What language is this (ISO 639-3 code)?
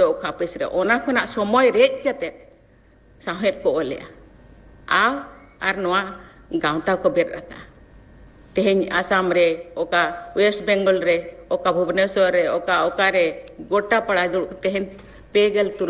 sat